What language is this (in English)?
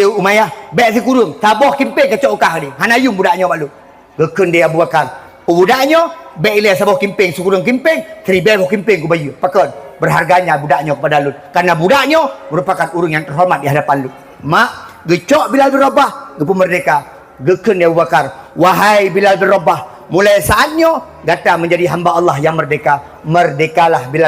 Achinese